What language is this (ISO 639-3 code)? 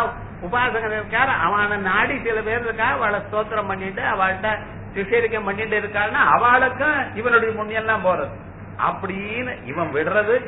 tam